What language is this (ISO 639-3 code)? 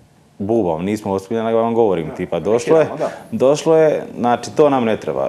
hrv